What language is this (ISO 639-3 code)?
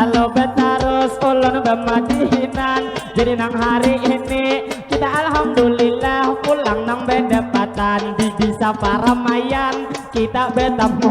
bjn